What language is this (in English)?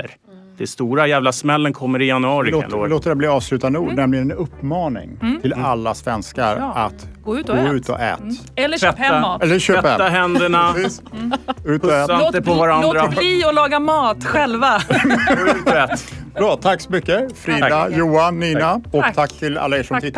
Swedish